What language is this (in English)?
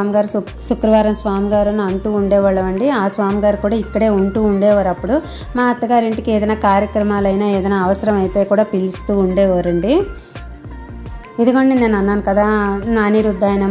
Telugu